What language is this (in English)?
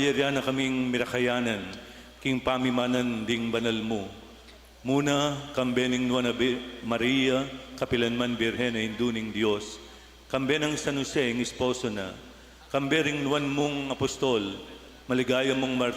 Pampanga